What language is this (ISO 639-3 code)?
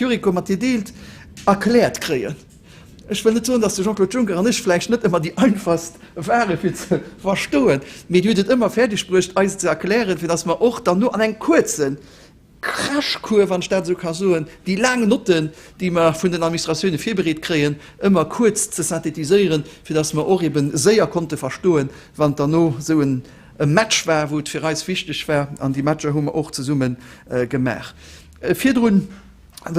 ltz